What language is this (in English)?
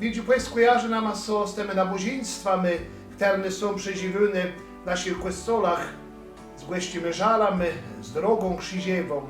Kashubian